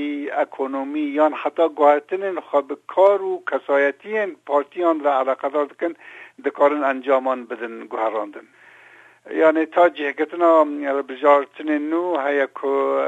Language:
Kurdish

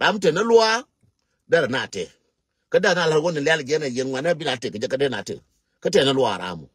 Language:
Nuer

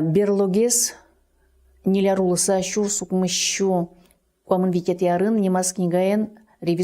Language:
Udmurt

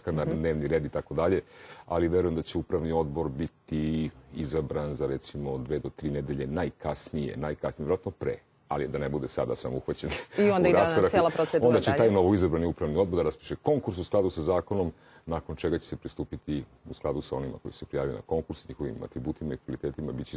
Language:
Serbian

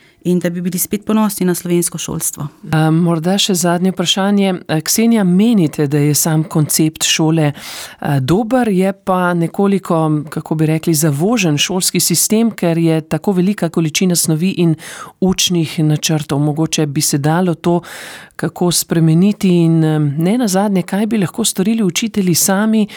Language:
Slovenian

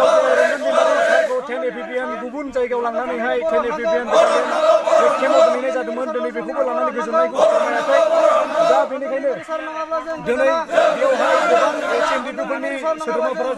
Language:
Bodo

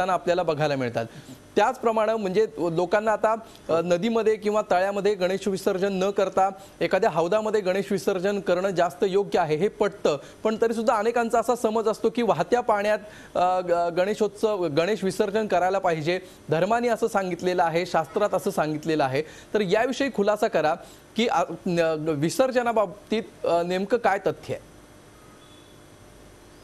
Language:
Marathi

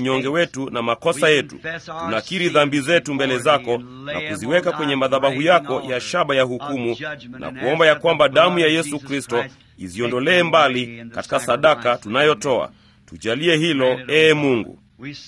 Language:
Swahili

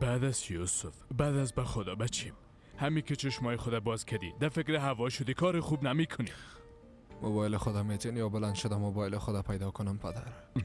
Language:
Persian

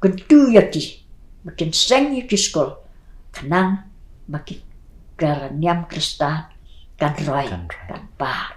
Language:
Khasi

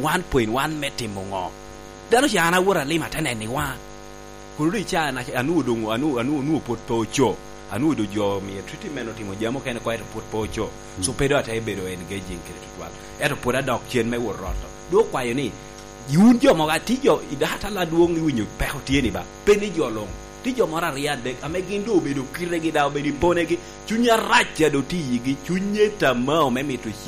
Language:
Lango (Uganda)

